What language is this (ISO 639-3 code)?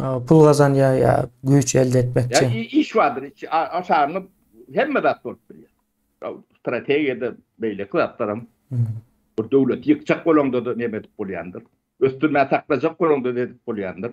tuk